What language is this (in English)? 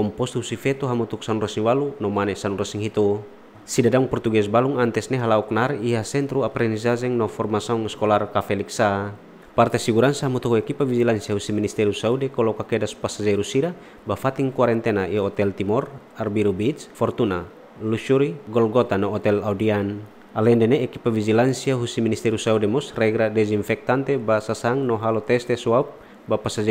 Tetum